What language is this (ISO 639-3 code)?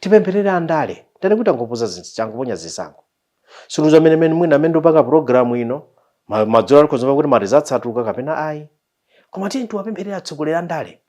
nya